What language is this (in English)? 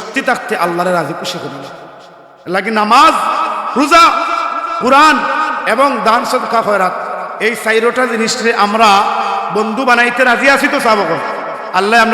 Sylheti